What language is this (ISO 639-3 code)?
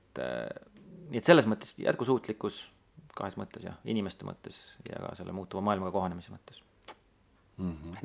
est